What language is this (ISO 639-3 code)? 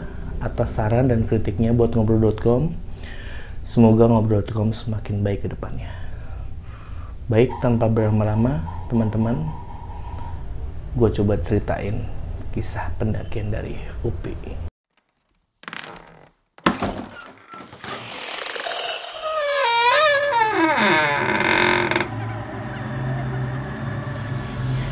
ind